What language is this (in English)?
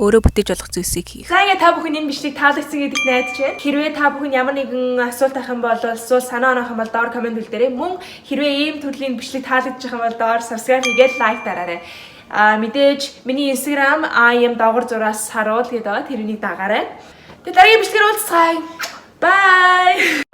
Mongolian